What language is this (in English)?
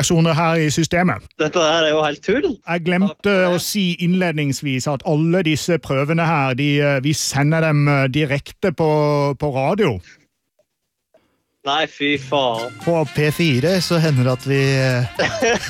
Norwegian